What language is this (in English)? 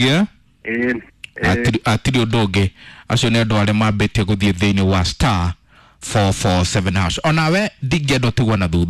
Kikuyu